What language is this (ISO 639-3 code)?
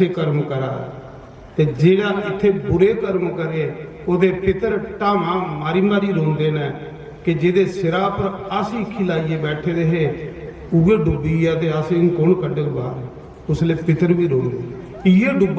doi